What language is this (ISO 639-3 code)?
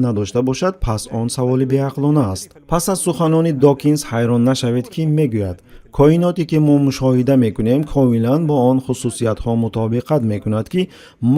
tgk